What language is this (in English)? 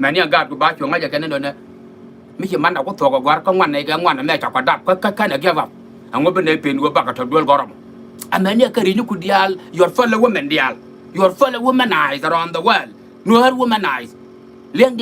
Nuer